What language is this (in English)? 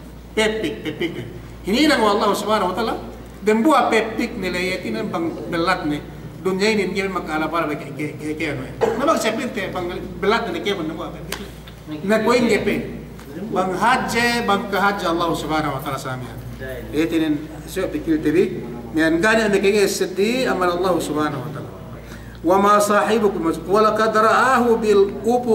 Yakan